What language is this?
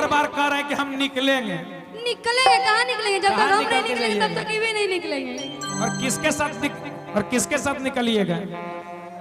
Magahi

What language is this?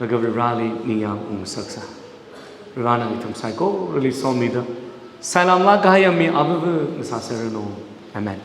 Tangkhul Naga (India)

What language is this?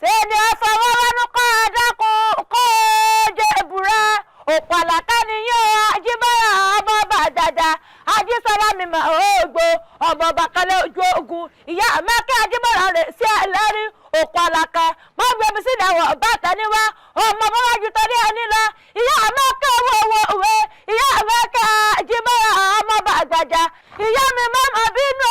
Yoruba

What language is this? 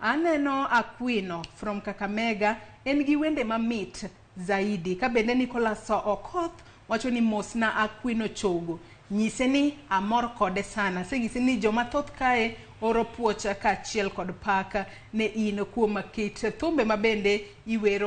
Luo (Kenya and Tanzania)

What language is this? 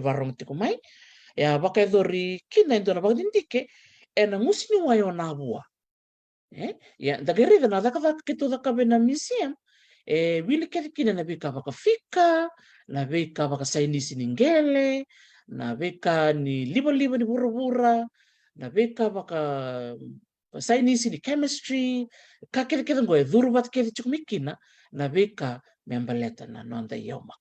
Fijian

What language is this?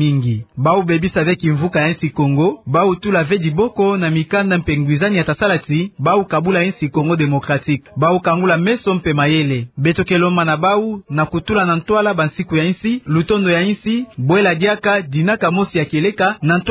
Kituba (Democratic Republic of Congo)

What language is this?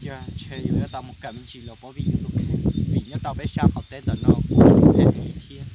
Hmong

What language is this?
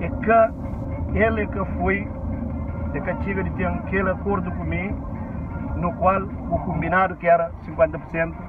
Kabuverdianu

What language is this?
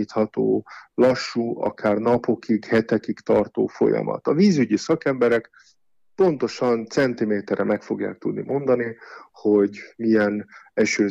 Hungarian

